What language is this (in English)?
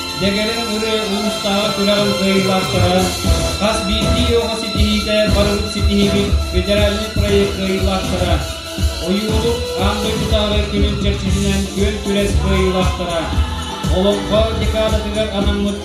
Yakut